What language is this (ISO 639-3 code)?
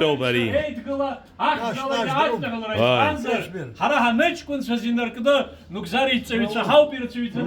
abk